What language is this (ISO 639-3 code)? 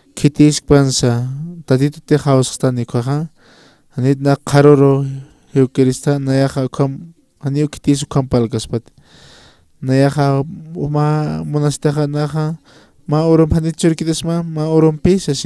aym